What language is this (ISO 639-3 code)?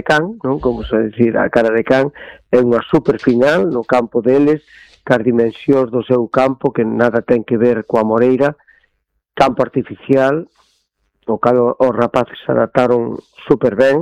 glg